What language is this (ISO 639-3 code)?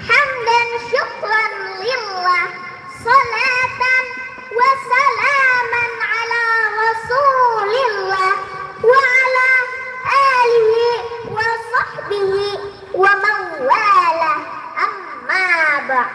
bjn